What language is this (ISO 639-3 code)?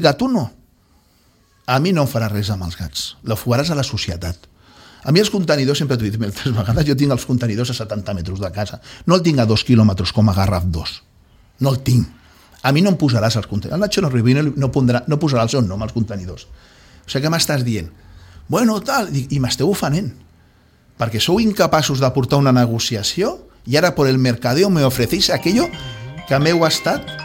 cat